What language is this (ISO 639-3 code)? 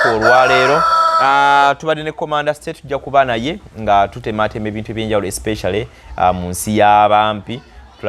lug